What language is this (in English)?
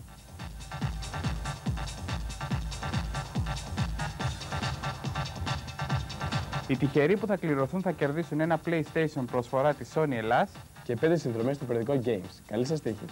Greek